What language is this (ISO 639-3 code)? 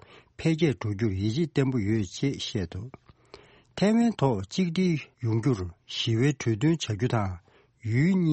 bod